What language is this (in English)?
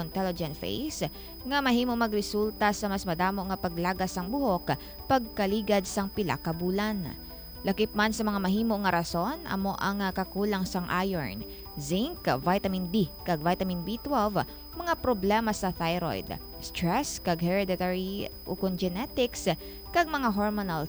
Hiligaynon